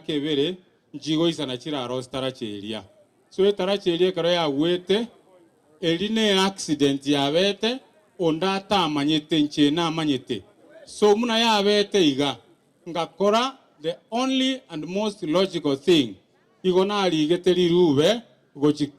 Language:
Gusii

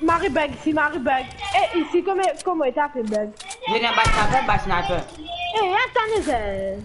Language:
Morisyen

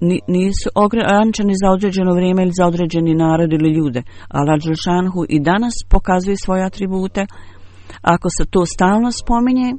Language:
Bosnian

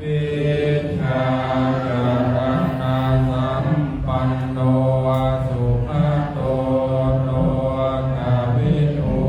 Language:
Pali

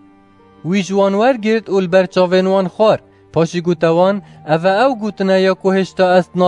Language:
Kurdish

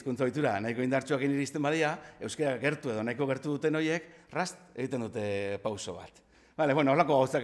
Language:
Basque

